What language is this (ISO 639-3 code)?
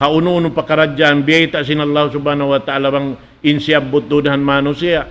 tsg